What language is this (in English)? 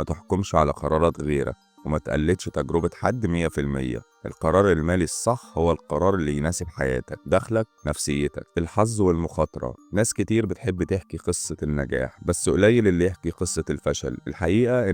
Egyptian Arabic